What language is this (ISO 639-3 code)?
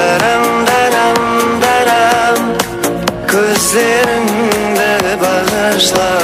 kaa